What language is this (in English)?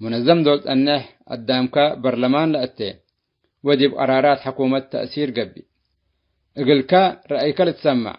Tigre